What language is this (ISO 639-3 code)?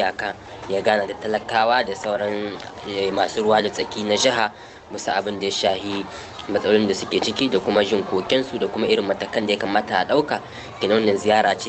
hau